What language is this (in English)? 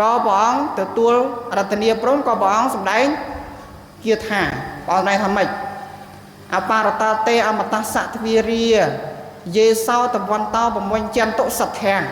Khmer